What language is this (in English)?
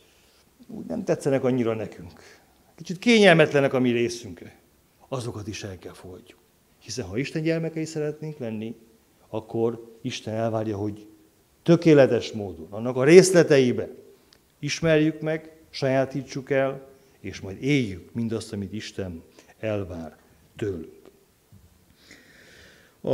Hungarian